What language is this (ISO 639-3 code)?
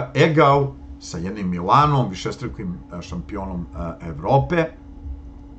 srp